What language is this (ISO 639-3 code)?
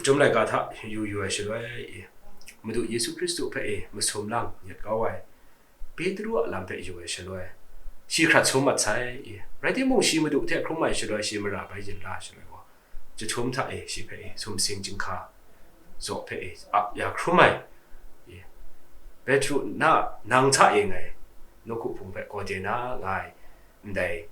kac